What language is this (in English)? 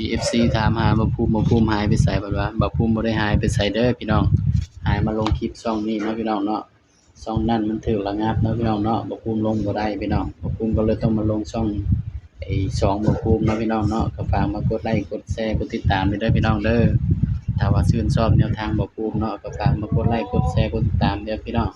Northeastern Thai